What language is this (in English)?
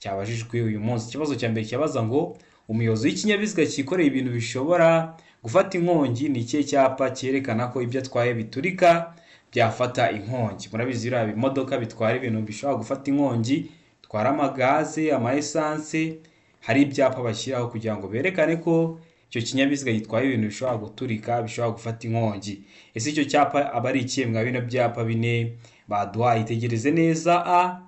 Kinyarwanda